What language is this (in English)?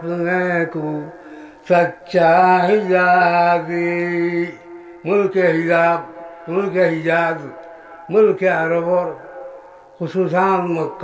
Sylheti